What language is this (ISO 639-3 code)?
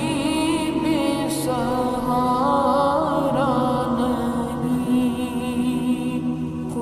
urd